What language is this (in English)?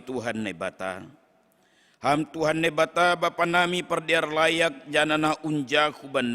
Batak Simalungun